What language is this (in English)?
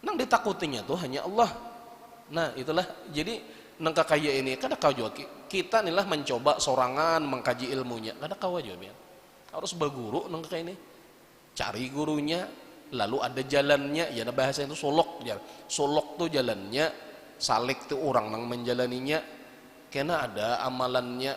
Banjar